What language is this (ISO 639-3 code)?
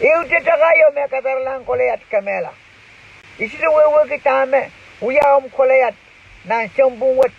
pon